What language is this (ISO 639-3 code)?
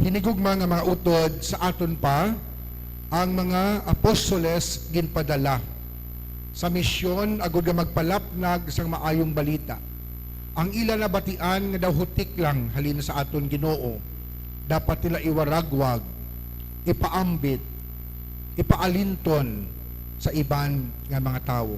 hil